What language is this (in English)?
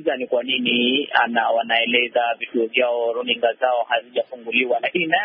Swahili